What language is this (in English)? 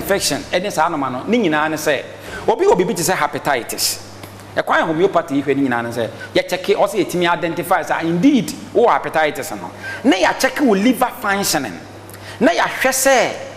Akan